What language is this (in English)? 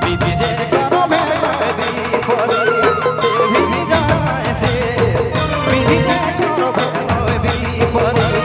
Sadri